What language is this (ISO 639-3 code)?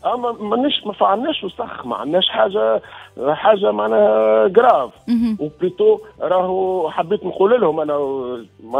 aeb